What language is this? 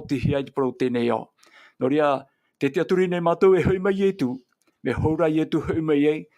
Tahitian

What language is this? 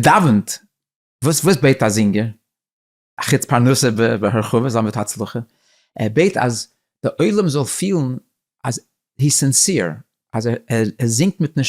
Yiddish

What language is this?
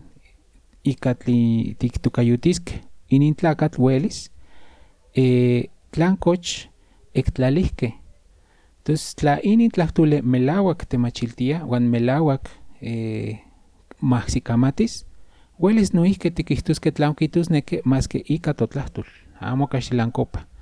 Central Nahuatl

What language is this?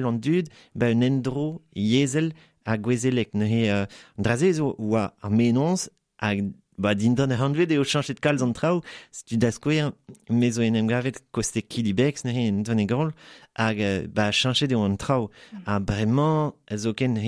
Breton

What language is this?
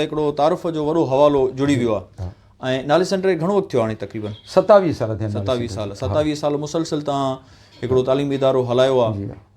Sindhi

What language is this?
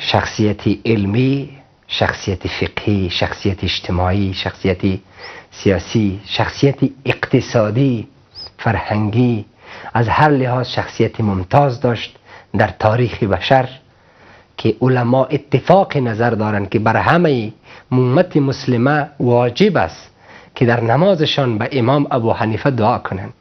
Persian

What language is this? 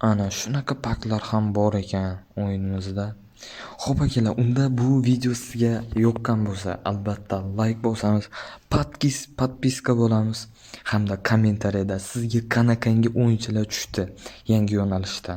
Uzbek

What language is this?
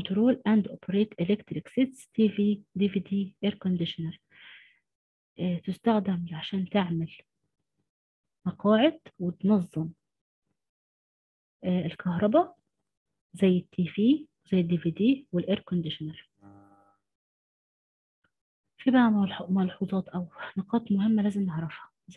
Egyptian Arabic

